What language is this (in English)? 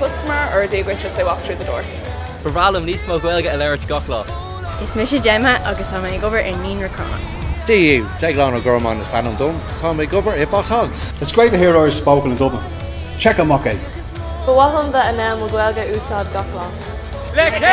Irish